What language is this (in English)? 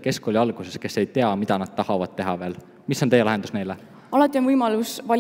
Estonian